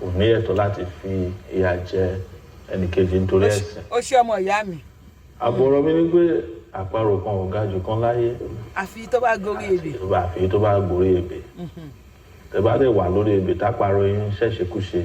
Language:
Yoruba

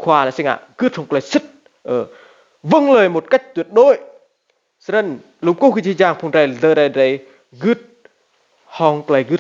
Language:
Rade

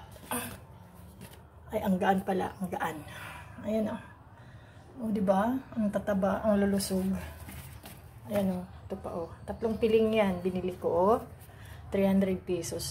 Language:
Filipino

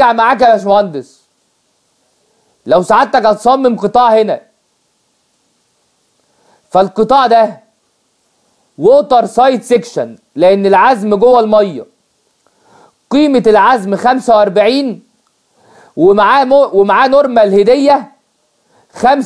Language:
Egyptian Arabic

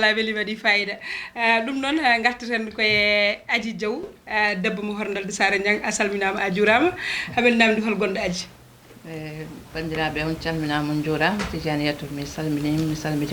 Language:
Fula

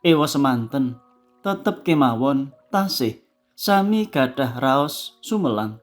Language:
Javanese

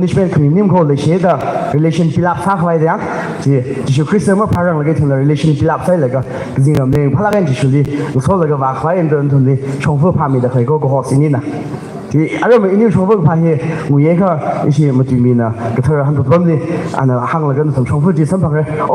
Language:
Tangkhul Naga (India)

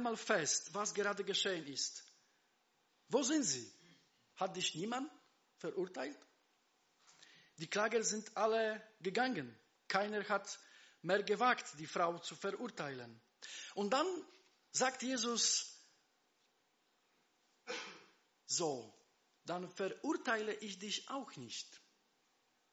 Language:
German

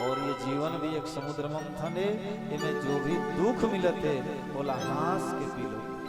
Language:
Chhattisgarhi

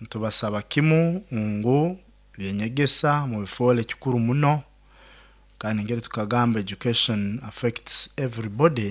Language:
Nyoro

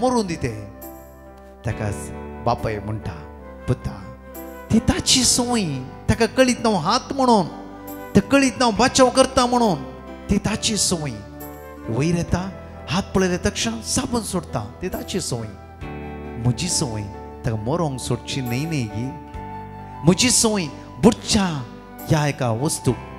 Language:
Konkani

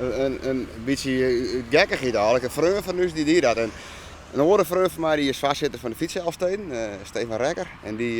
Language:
Western Frisian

